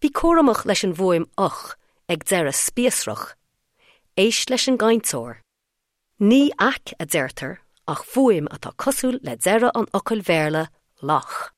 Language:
Irish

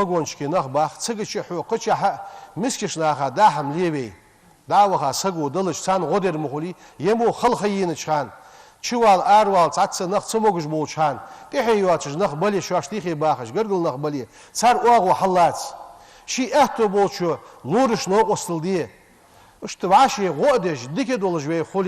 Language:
Ingush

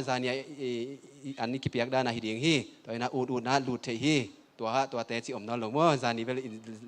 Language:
Tedim Chin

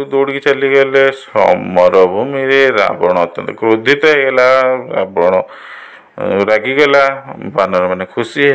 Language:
Odia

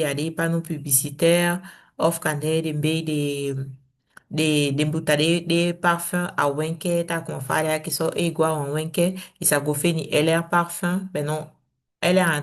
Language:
Saramaccan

